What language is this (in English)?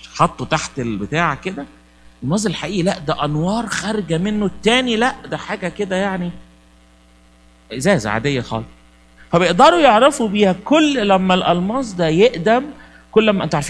Egyptian Arabic